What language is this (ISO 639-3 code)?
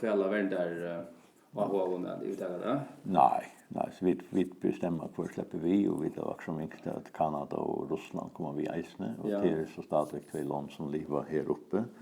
fao